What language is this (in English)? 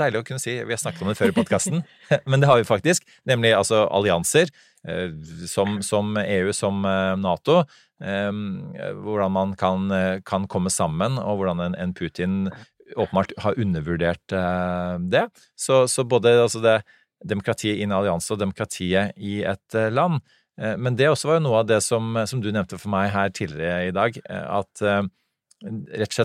Norwegian